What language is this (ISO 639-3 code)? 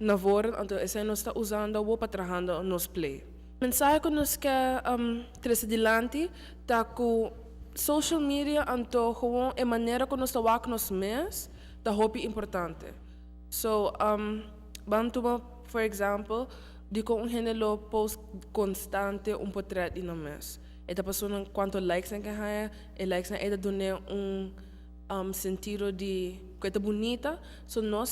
pap